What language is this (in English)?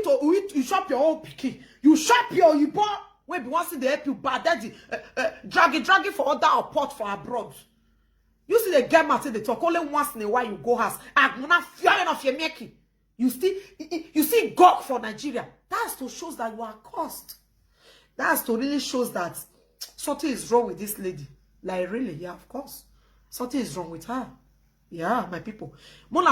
Nigerian Pidgin